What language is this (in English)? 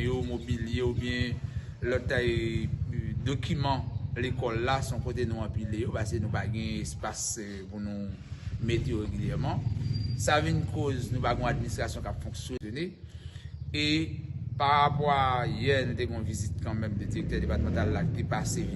Haitian Creole